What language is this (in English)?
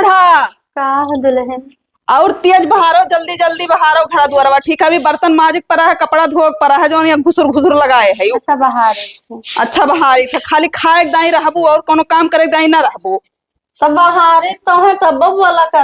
Awadhi